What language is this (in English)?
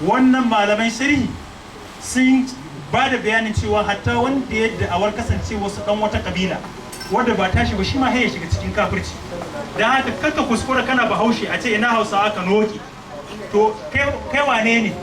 Hausa